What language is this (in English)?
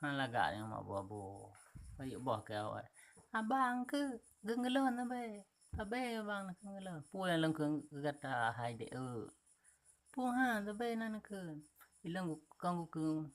Achinese